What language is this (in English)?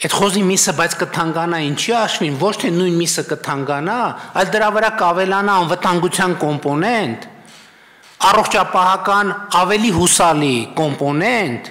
Armenian